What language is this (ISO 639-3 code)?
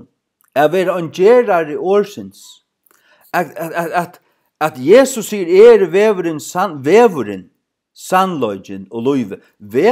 fao